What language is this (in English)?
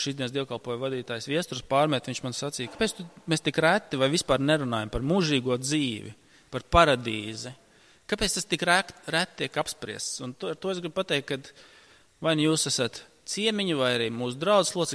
Latvian